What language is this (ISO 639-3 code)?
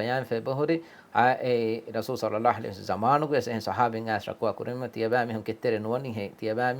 div